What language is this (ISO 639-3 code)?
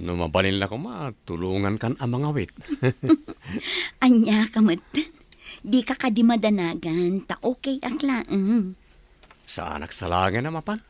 ilo